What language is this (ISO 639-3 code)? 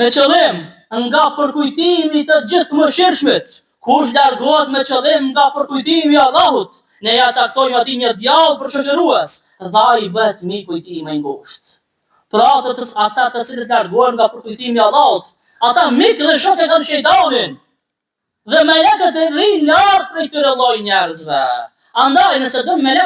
sqi